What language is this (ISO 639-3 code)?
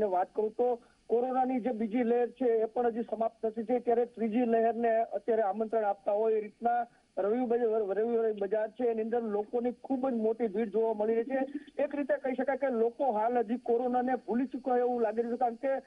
guj